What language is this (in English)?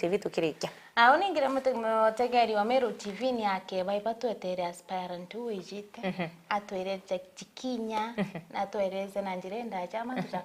Meru